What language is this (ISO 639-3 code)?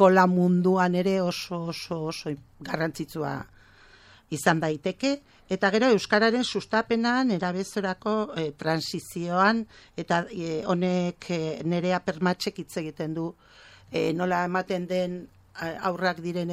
eus